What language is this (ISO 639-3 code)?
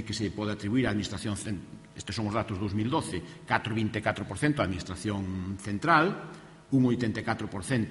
glg